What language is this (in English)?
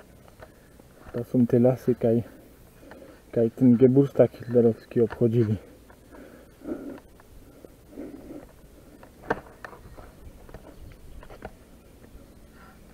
Polish